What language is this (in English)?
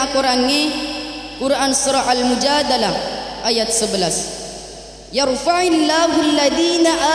Buginese